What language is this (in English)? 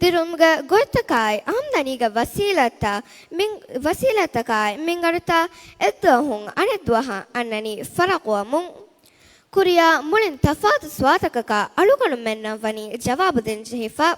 Divehi